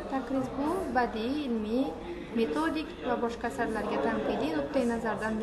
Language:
Uzbek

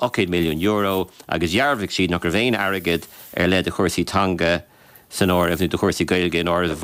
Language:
Irish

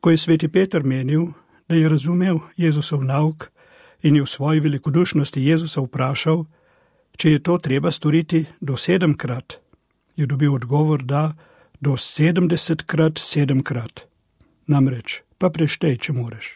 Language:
Slovenian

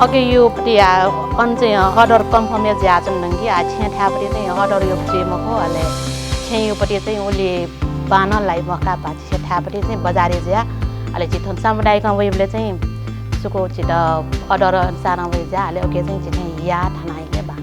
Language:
Newari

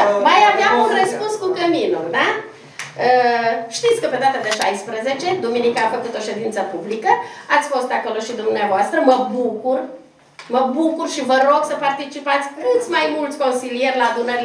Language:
Romanian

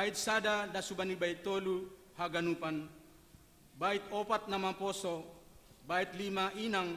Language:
Batak Simalungun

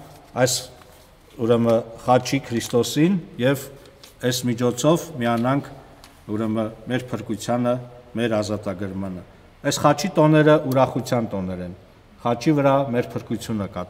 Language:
Armenian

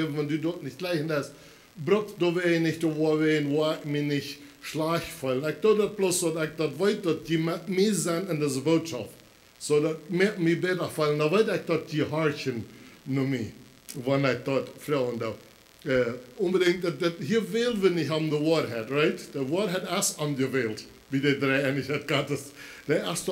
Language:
Plautdietsch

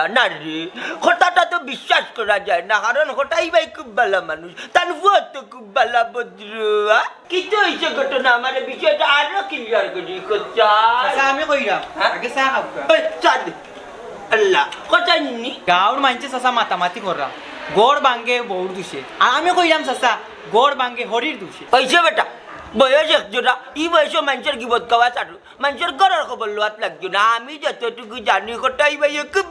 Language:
Sylheti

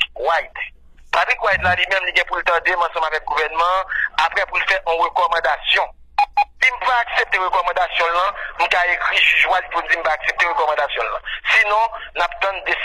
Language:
Haitian Creole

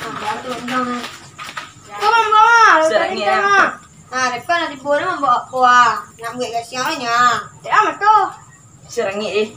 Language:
Minangkabau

